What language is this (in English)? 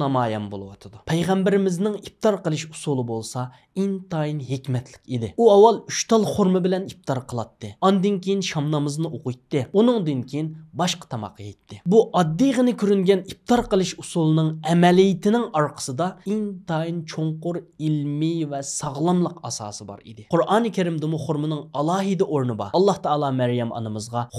Uyghur